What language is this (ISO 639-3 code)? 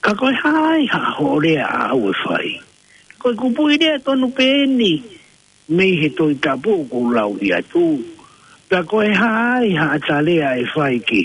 ton